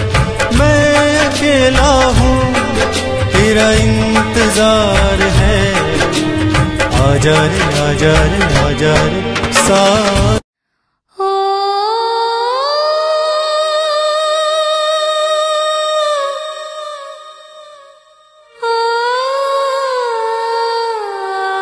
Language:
Hindi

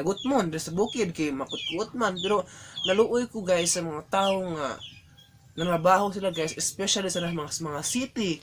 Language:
Cebuano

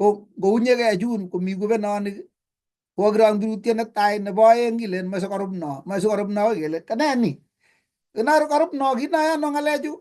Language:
Kalenjin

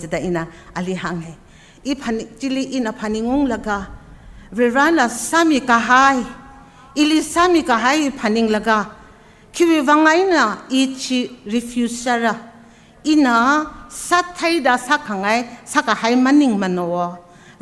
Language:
Tangkhul Naga (India)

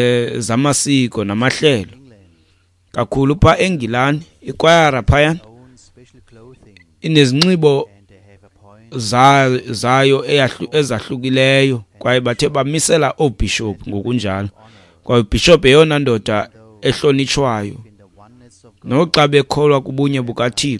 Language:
Xhosa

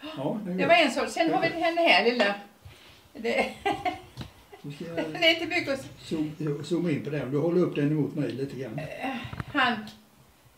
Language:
Swedish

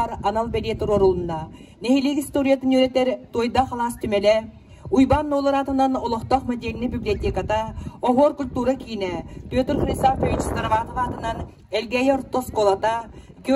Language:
Yakut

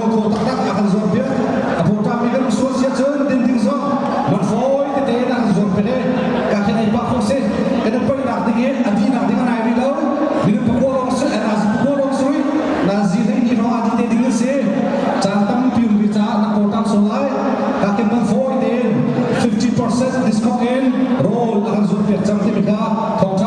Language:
Hakha Chin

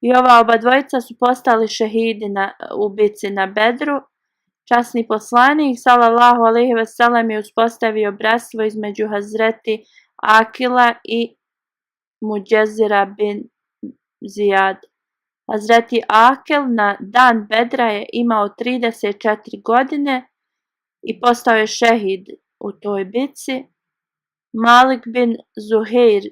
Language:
Bosnian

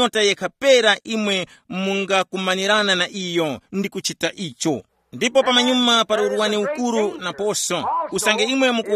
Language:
Tumbuka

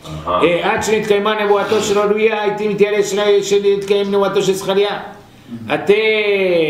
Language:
Portuguese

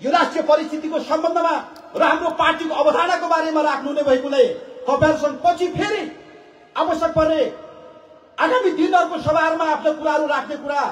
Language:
Nepali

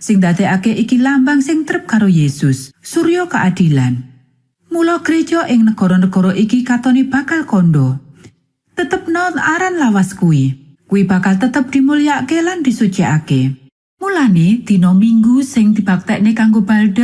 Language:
Javanese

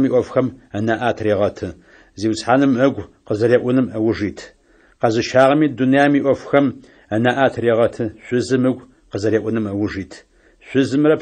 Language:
Adyghe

